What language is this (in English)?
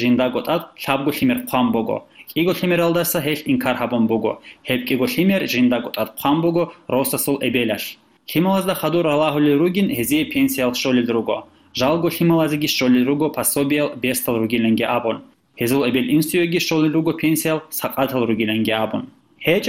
Avaric